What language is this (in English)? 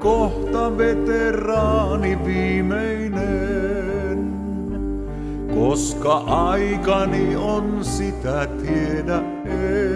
Finnish